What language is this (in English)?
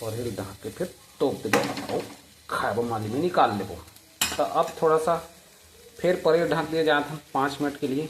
Chhattisgarhi